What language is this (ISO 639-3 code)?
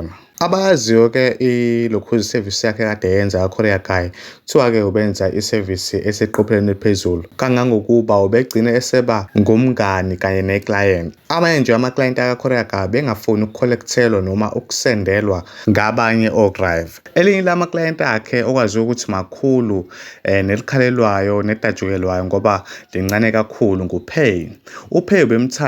zul